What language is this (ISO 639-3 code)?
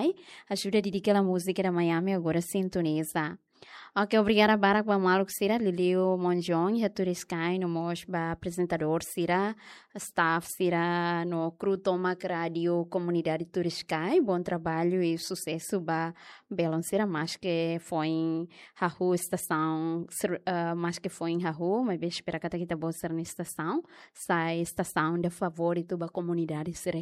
tet